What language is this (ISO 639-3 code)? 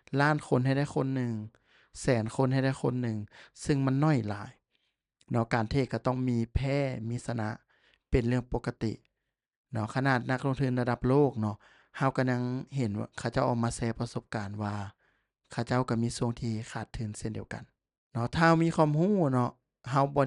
lao